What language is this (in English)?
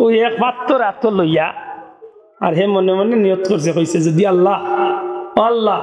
Sylheti